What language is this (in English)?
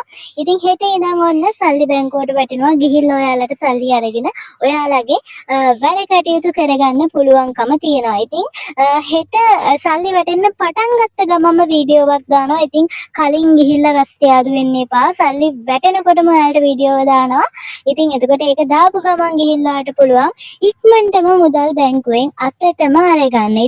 Sinhala